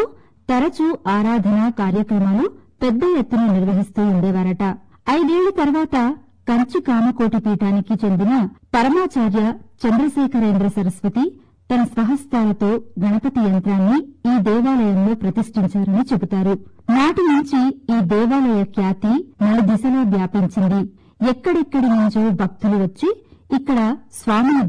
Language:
Telugu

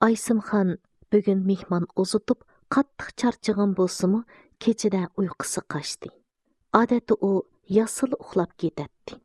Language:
Uyghur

